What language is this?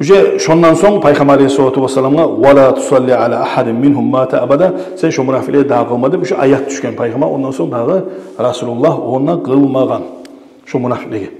Kumyk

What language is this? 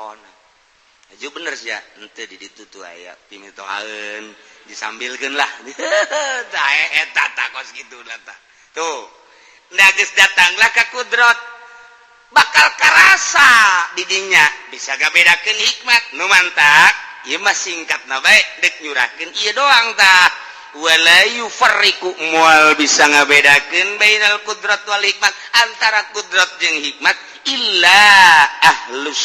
Sundanese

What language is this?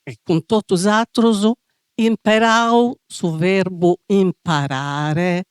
Sardinian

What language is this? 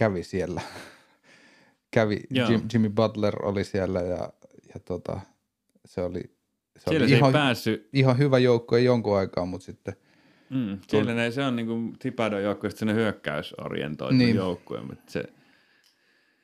Finnish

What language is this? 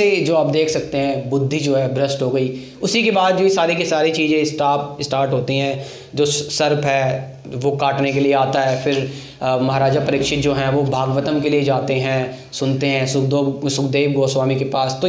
Hindi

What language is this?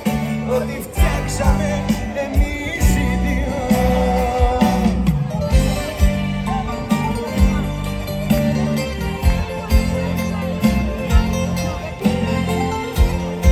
Greek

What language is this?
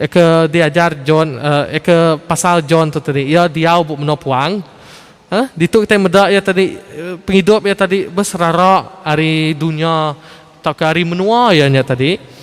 Iban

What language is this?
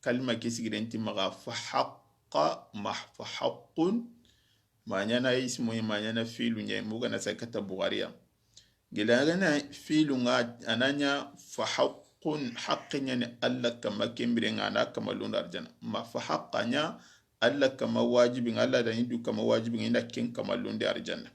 Soninke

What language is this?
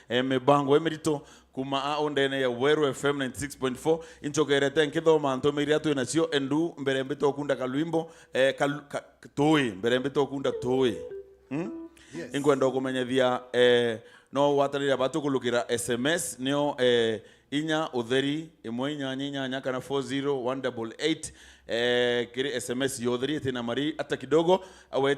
Meru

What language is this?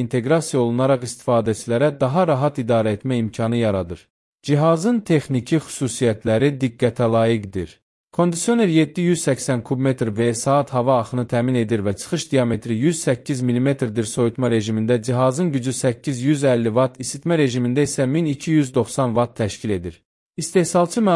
Azerbaijani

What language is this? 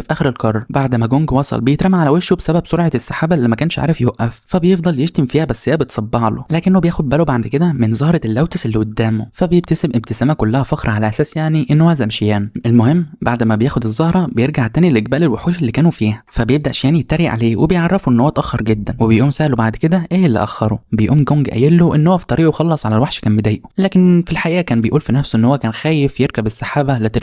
Egyptian Arabic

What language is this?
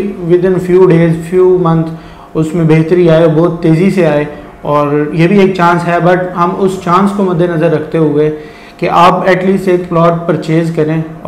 Hindi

